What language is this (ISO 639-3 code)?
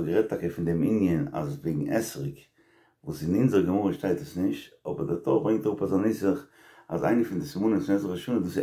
yid